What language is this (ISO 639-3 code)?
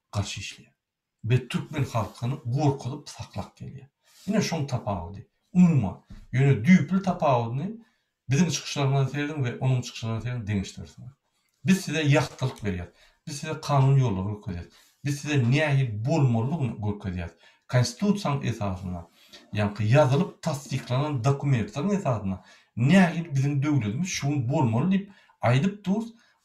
tuk